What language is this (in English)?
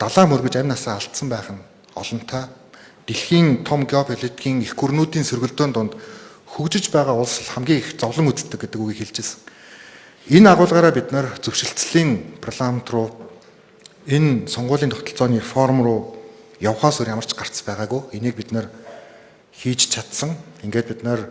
Mongolian